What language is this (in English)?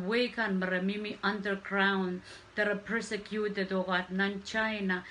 Pohnpeian